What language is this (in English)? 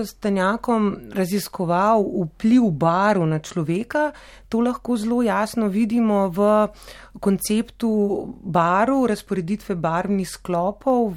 Slovenian